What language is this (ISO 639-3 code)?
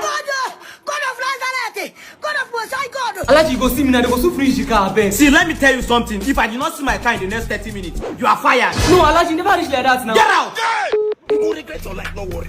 pcm